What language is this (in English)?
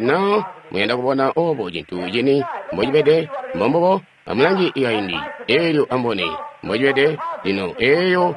Tonga (Zambia)